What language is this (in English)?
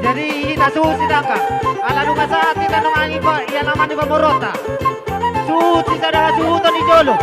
Batak Toba